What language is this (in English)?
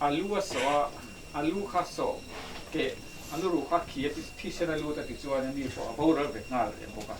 Mizo